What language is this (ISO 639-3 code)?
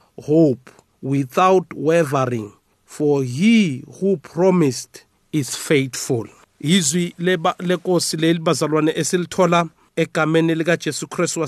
nbl